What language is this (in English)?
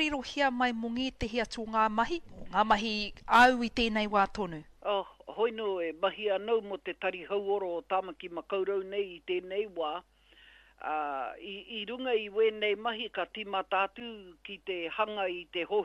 Māori